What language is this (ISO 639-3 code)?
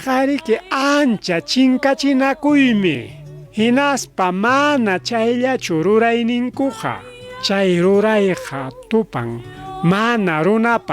quy